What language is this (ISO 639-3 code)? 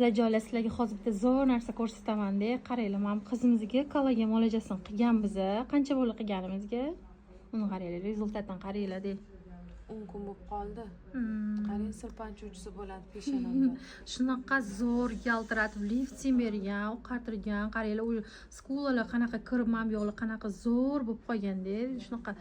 uzb